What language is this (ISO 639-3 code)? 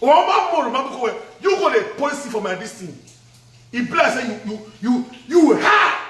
pcm